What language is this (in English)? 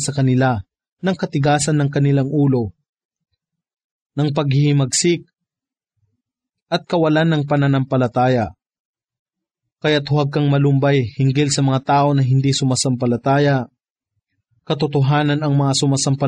Filipino